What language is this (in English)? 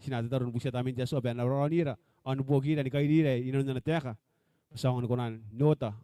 Gilbertese